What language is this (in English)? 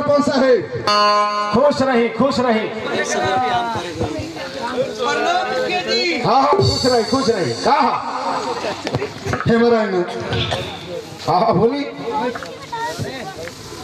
Bhojpuri